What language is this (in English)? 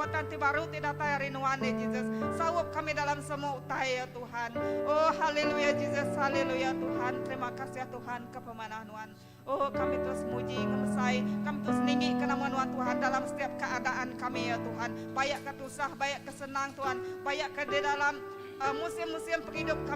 Iban